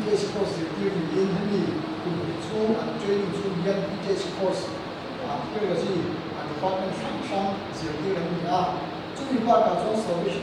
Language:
Mizo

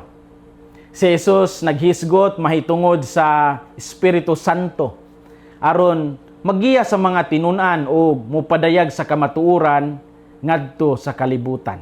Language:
Cebuano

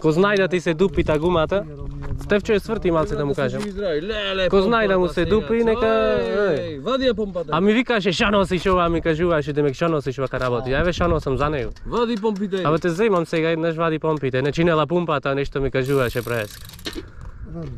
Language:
Macedonian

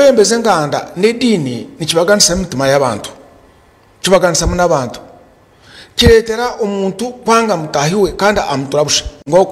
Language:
Nyankole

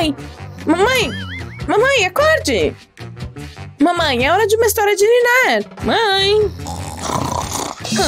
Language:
Portuguese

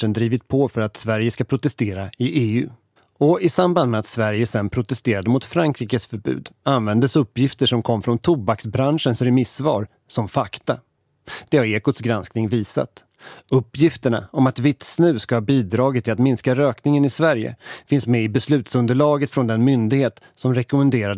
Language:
Swedish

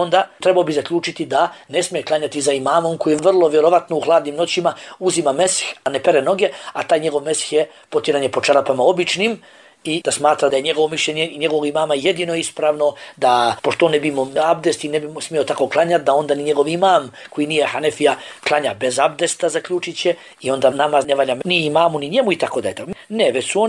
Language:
Bosnian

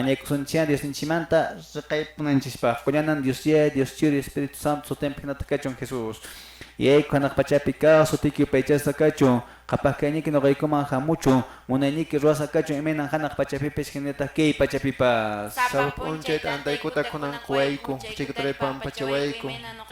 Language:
Quechua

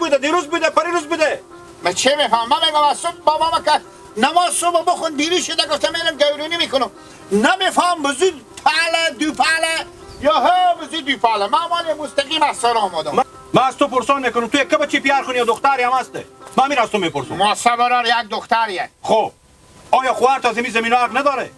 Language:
Hazaragi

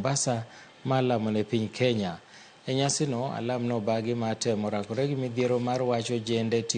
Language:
Luo (Kenya and Tanzania)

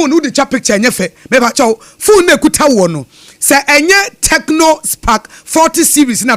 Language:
Akan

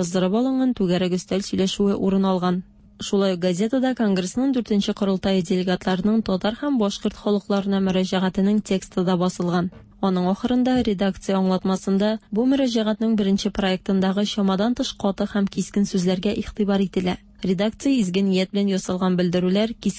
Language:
Tatar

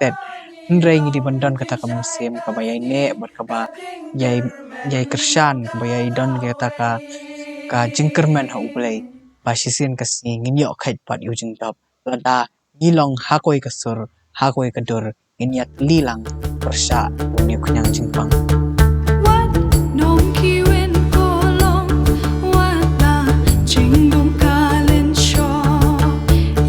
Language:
Khasi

